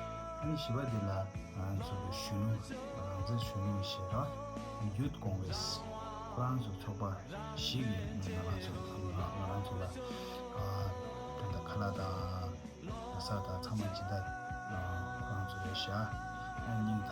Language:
Tibetan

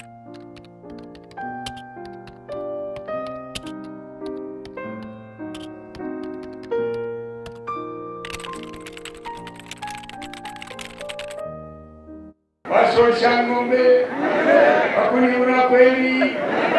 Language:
Swahili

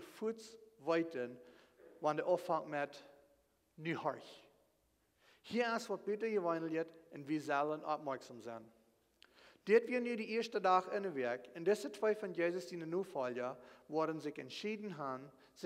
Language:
Plautdietsch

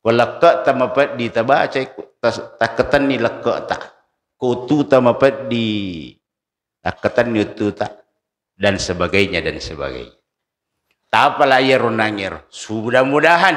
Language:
Buginese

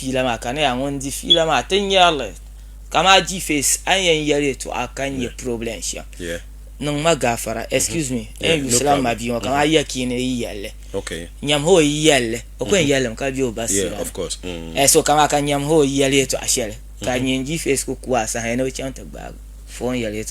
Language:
Dagbani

